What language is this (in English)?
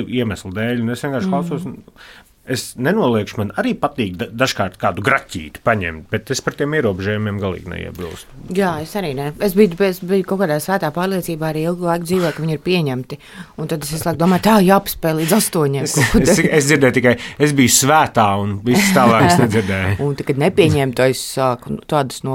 Latvian